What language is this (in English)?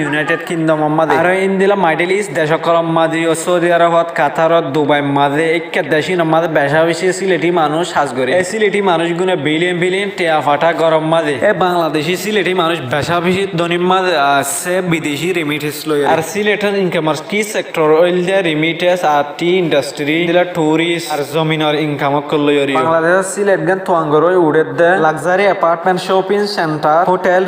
Rohingya